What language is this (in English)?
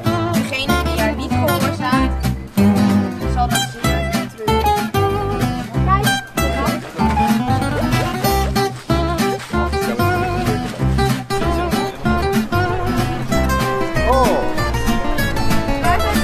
Dutch